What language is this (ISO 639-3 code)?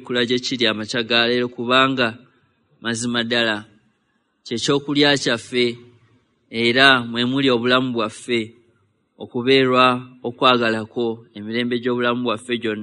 lug